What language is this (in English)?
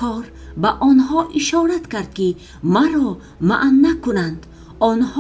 Tajik